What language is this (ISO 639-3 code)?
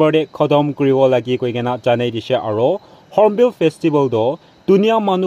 nag